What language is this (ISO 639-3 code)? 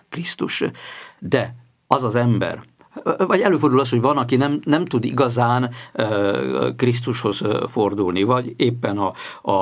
hun